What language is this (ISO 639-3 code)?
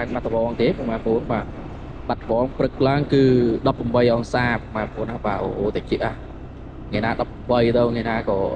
khm